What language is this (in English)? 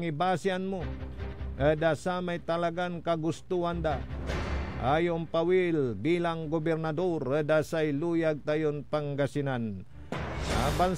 Pangasinan